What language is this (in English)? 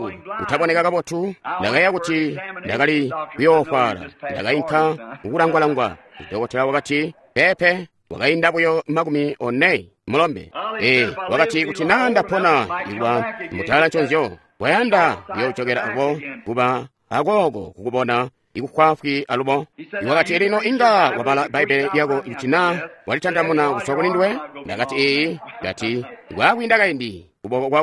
Tonga (Zambia)